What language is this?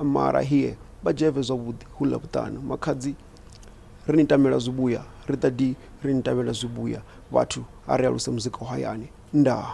Venda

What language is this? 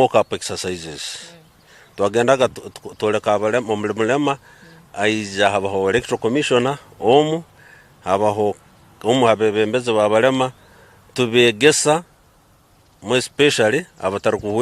Nyankole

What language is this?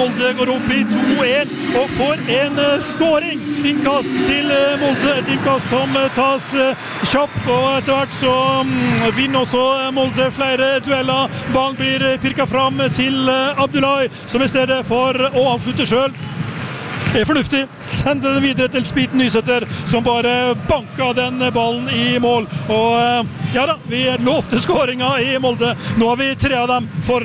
Norwegian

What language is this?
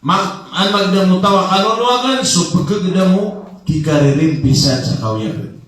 Maranao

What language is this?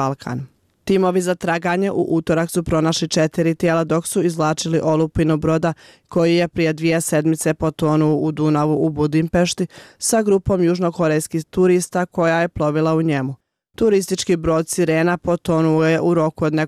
Bosnian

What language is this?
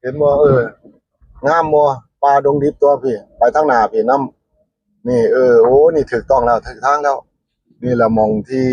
Northeastern Thai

